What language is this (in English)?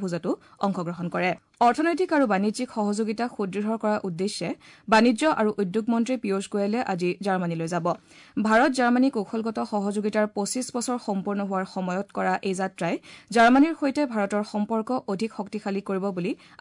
Assamese